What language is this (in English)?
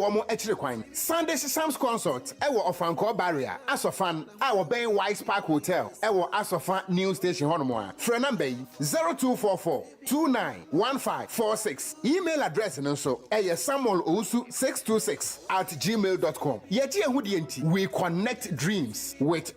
Akan